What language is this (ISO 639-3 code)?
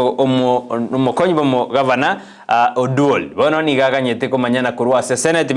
guz